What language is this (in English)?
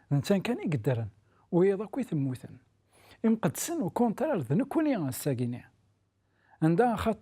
Kabyle